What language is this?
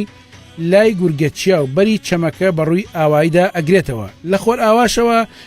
Central Kurdish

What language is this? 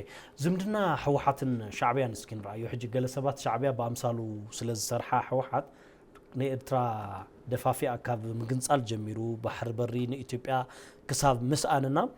Tigrinya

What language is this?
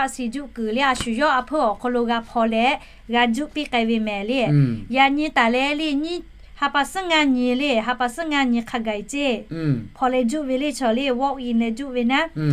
Lahu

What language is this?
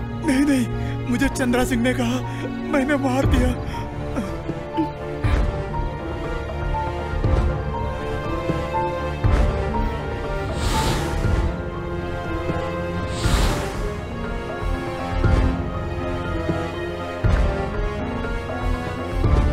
Hindi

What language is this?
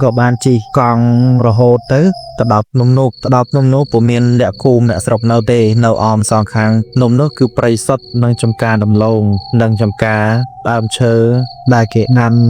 Khmer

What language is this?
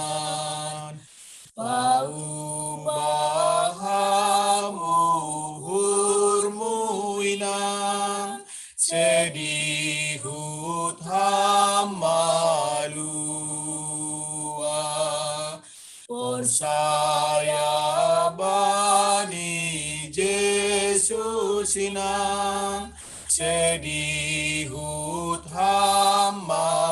Batak Simalungun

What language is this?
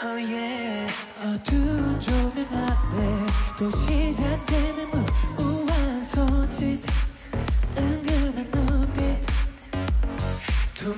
Korean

